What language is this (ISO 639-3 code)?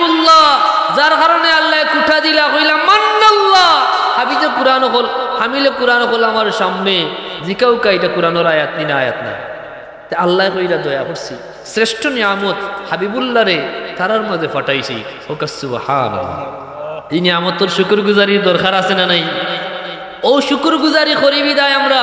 syl